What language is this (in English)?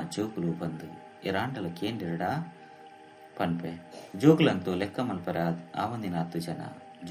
Tulu